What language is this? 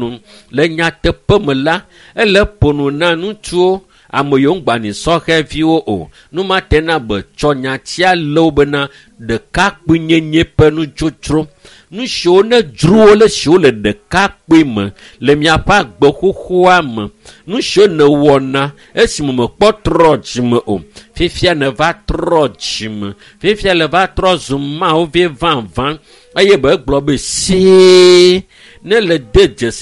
Ewe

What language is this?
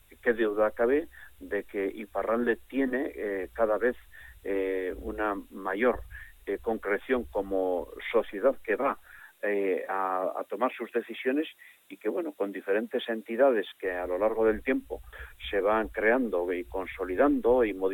Spanish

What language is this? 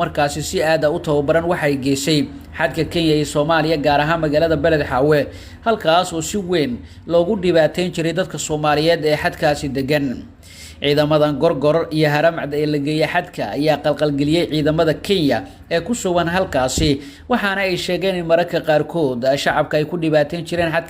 Somali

